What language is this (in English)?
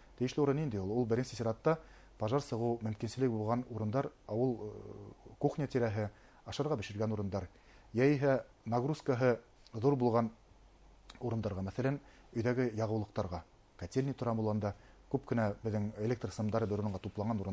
Bashkir